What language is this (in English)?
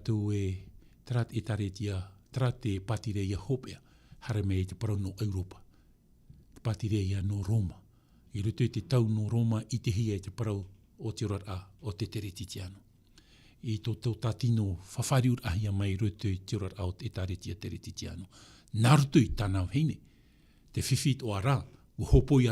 Tahitian